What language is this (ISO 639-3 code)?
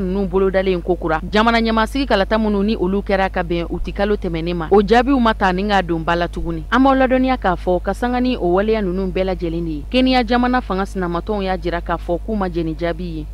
bam